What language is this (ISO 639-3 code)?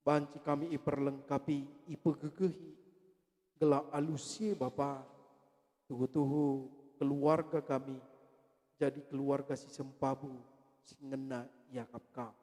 btx